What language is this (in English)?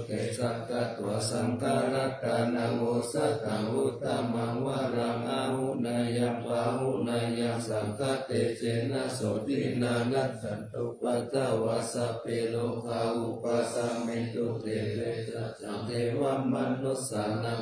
Pali